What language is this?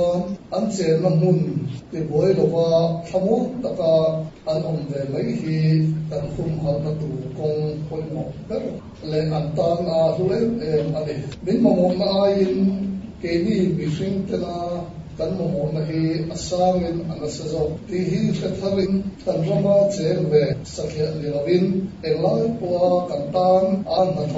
Mizo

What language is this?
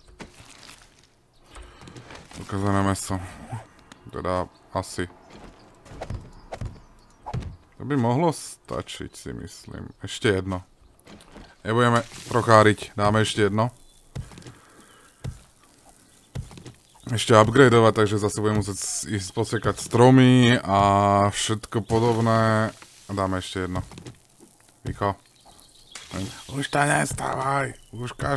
Slovak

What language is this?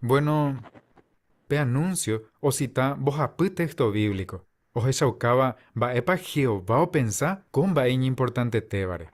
Guarani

